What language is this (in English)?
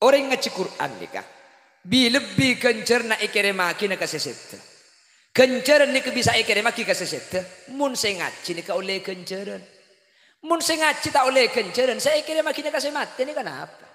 Madurese